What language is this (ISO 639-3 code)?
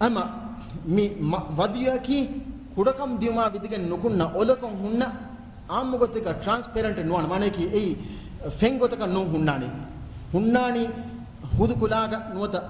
div